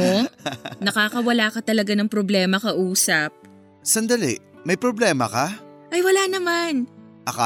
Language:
Filipino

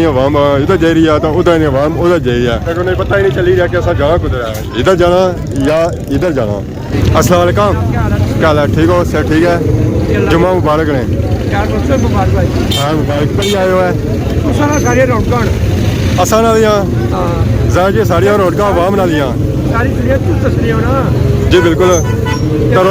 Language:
Pahari-Potwari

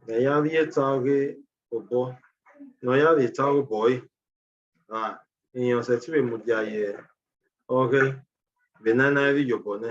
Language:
Bini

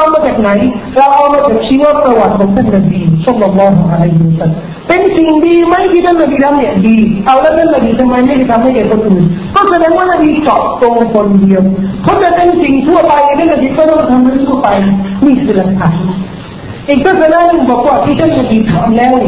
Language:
Thai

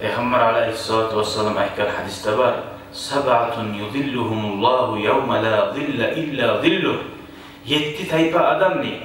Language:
Kumyk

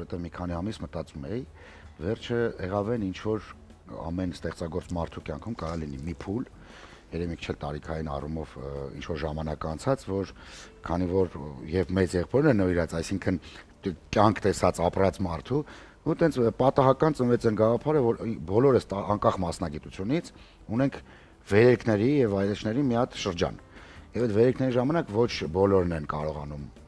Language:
Armenian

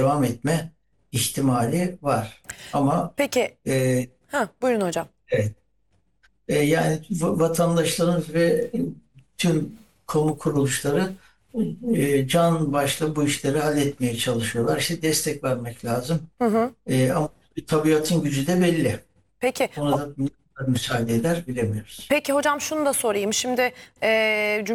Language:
Turkish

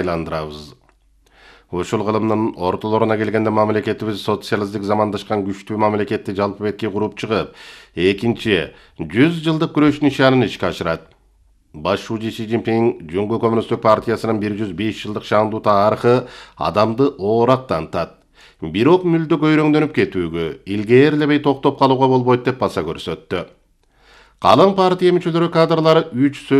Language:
Kyrgyz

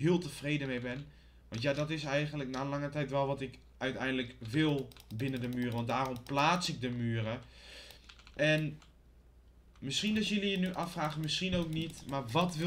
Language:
Dutch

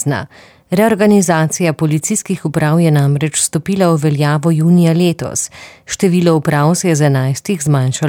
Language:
Slovenian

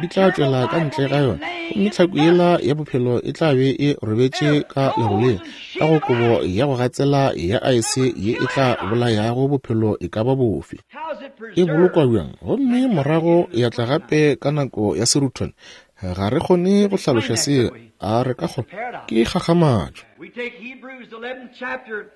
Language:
Northern Sotho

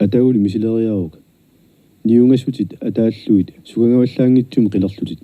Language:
Kalaallisut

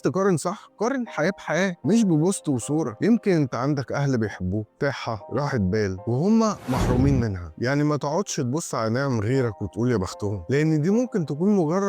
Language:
Egyptian Arabic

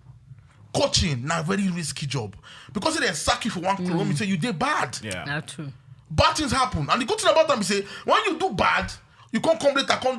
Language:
Nigerian Pidgin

